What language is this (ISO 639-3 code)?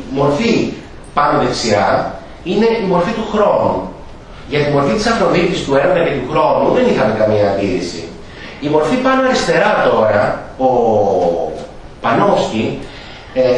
ell